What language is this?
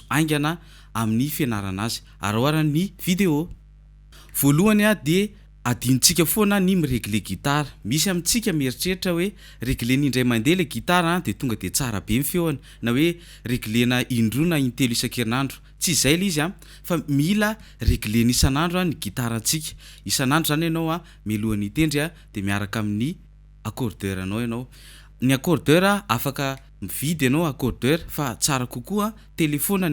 Malagasy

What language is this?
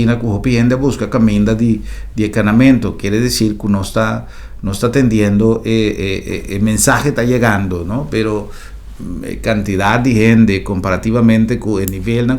Papiamento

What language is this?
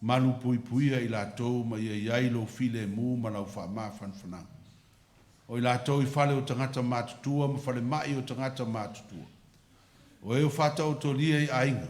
Samoan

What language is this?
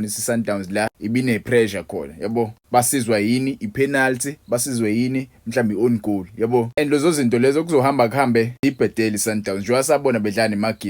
Zulu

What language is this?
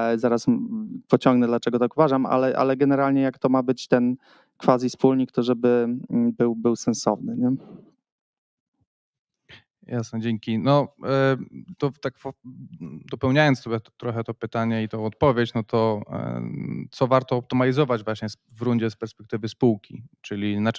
Polish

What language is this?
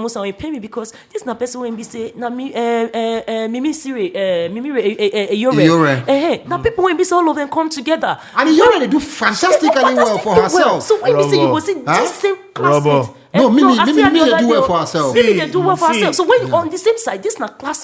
Nigerian Pidgin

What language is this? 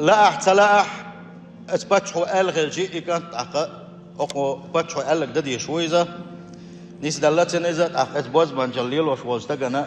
Chechen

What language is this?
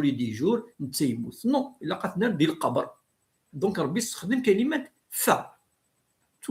Kabyle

